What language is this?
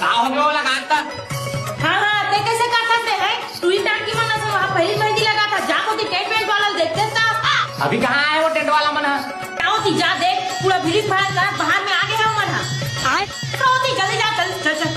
Chhattisgarhi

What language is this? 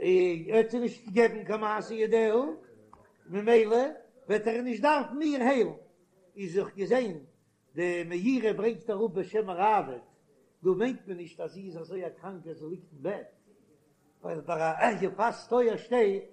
Yiddish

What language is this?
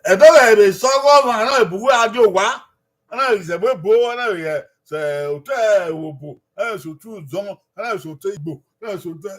Bini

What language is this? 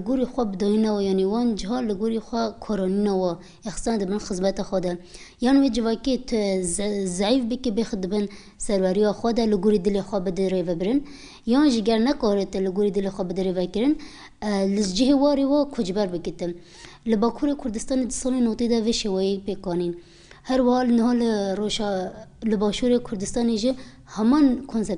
Kurdish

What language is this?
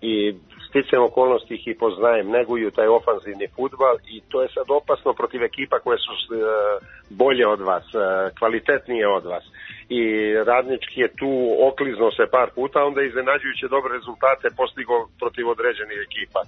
Serbian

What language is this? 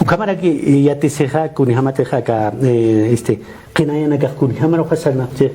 Aymara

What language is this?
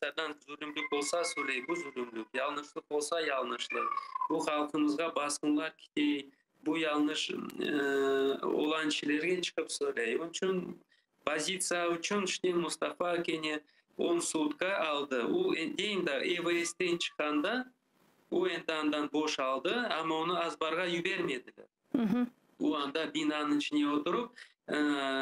Crimean Tatar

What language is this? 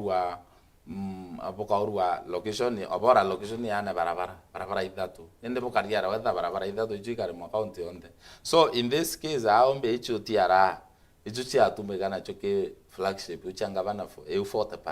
Meru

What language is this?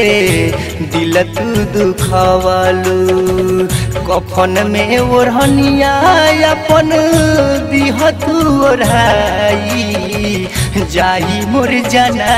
Bhojpuri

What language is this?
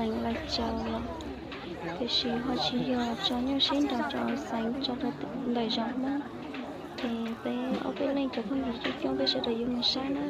Hmong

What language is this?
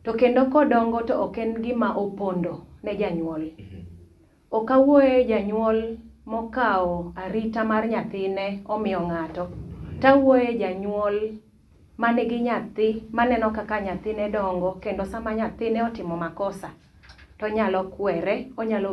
Luo (Kenya and Tanzania)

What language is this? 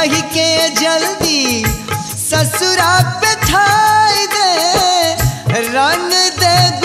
Bhojpuri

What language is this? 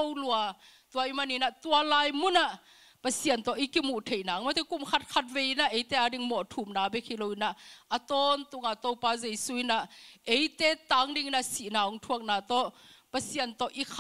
Tedim Chin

